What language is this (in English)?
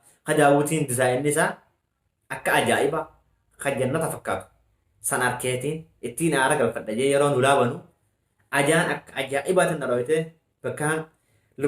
Oromo